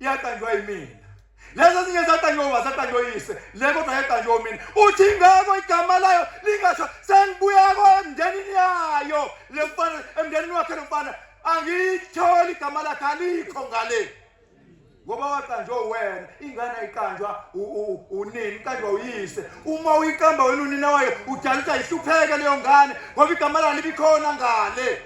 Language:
Zulu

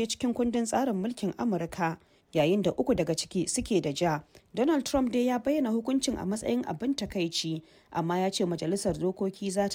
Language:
Hausa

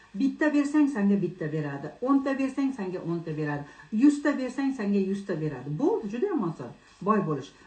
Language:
Uzbek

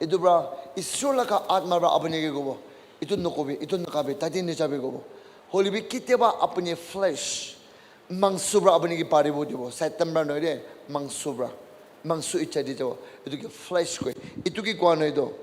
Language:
Naga Pidgin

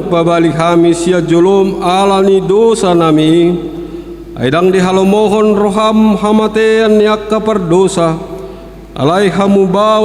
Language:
Batak Toba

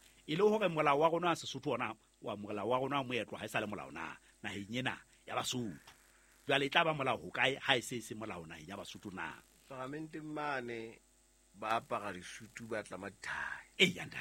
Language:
Southern Sotho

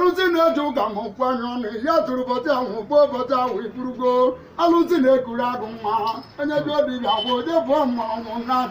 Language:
Igbo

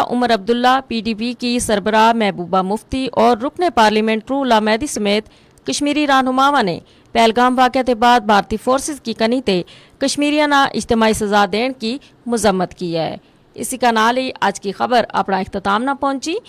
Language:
Gujari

